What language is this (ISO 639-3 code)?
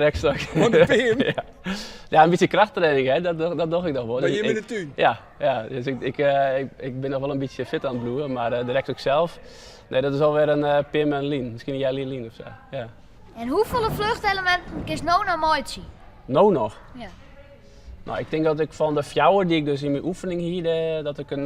fry